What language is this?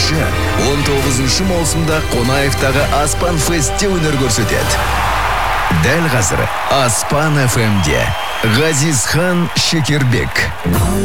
Kazakh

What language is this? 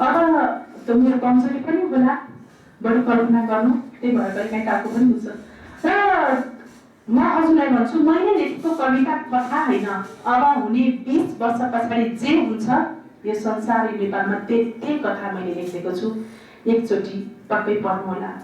Nepali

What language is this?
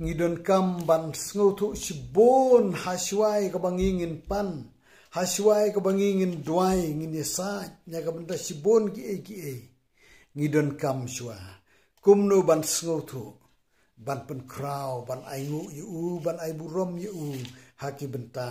Khasi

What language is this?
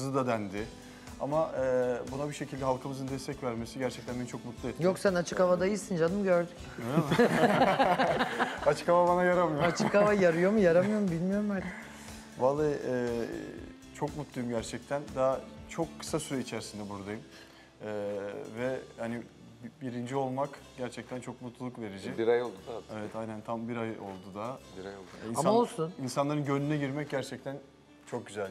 Turkish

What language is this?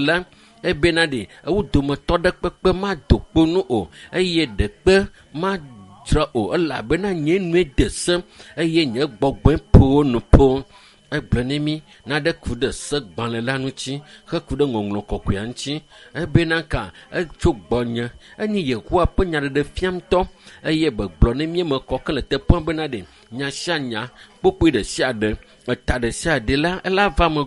Ewe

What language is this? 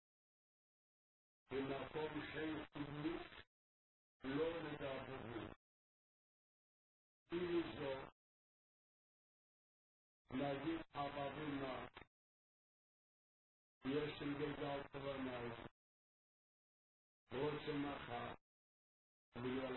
Hebrew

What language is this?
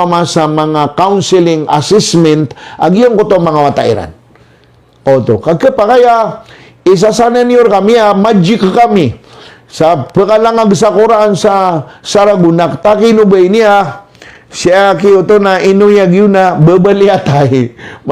Maranao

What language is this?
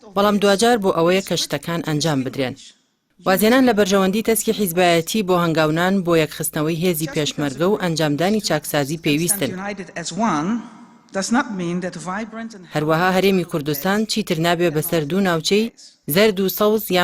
Central Kurdish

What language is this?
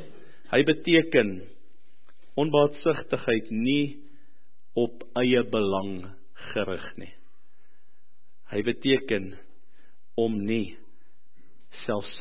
Afrikaans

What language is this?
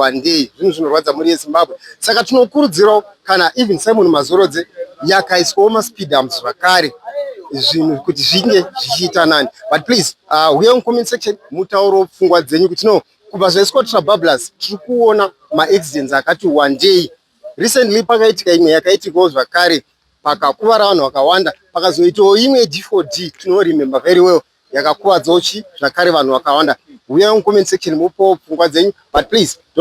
Shona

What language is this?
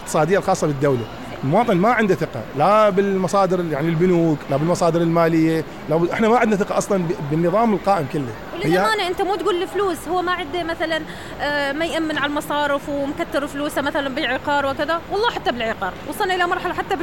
Mesopotamian Arabic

